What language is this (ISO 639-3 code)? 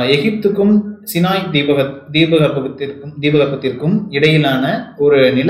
tam